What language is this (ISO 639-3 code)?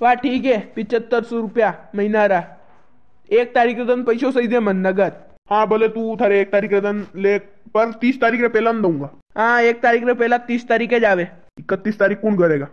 raj